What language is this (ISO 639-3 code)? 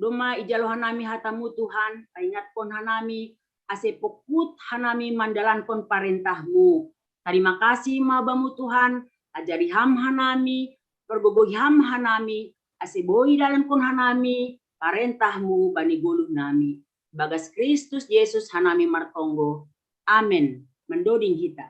bts